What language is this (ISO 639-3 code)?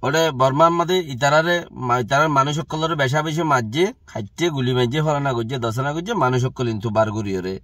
rhg